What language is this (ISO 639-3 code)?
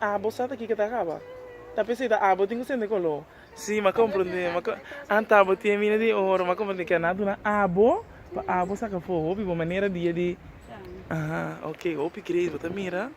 pap